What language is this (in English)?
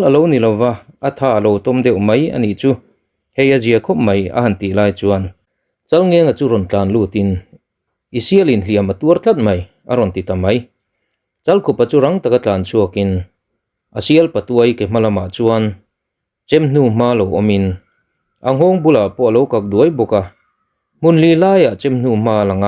Mizo